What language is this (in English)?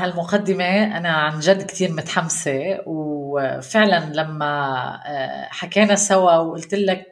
North Levantine Arabic